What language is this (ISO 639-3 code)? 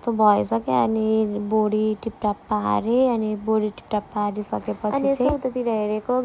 nep